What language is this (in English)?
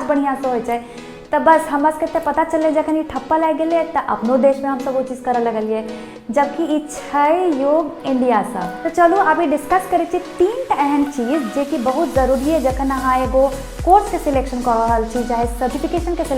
Maithili